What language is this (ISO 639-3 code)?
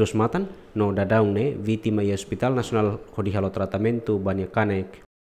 tet